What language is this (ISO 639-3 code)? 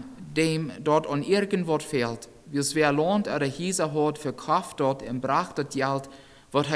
pdt